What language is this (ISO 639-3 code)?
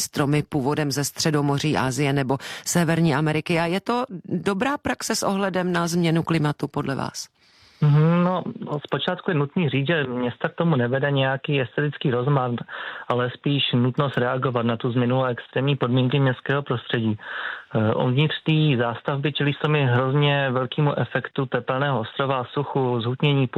ces